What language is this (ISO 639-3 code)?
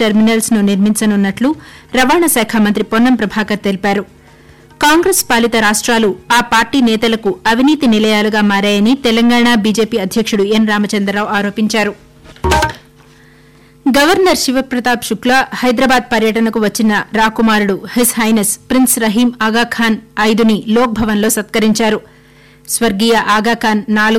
tel